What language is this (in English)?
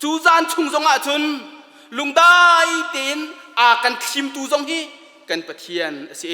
Hakha Chin